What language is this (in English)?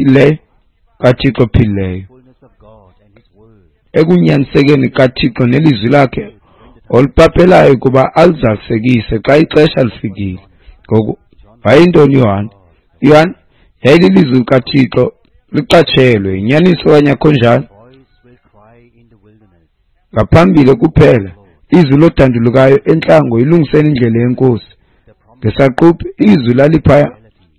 Xhosa